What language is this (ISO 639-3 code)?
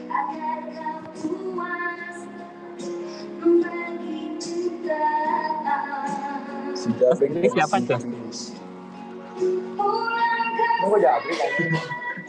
ind